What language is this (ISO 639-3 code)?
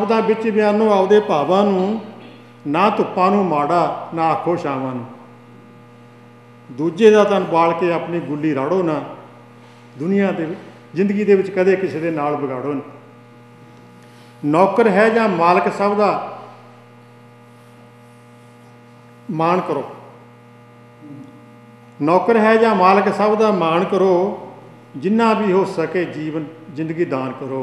pan